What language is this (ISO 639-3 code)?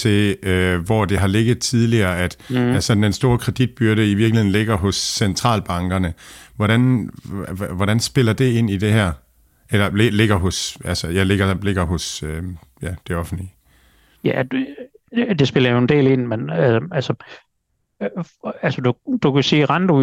dan